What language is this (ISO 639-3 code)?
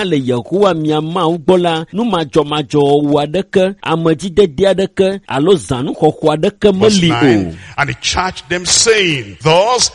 ewe